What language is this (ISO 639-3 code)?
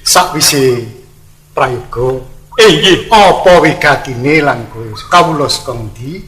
jav